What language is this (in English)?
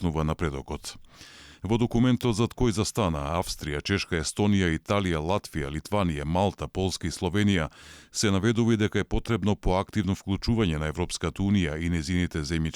Macedonian